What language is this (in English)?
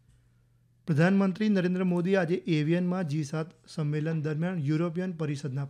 Gujarati